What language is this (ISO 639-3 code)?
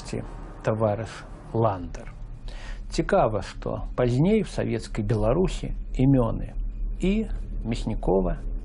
bel